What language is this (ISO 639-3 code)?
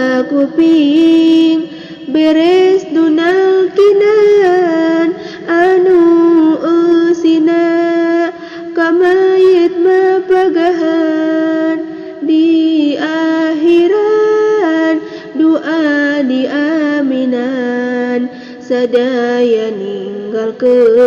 sun